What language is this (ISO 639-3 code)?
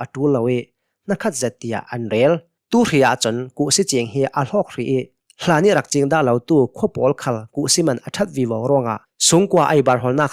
cnh